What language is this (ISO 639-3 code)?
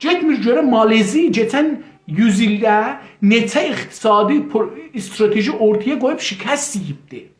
azb